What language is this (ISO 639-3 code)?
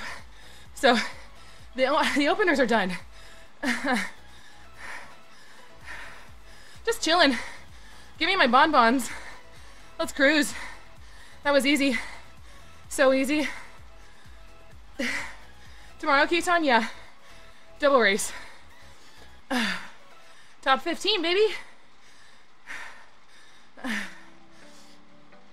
eng